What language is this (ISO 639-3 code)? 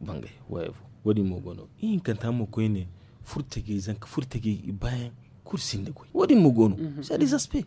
dje